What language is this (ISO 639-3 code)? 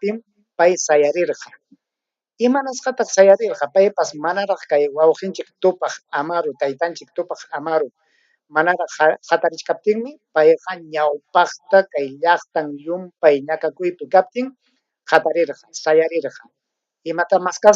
quy